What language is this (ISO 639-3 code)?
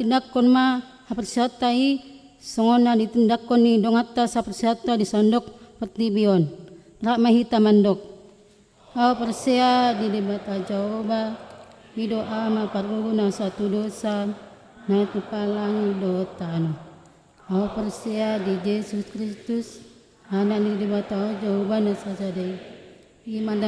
bbc